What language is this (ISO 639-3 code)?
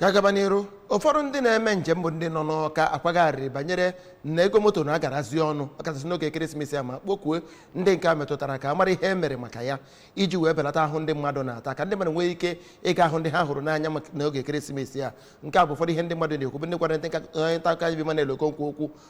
ibo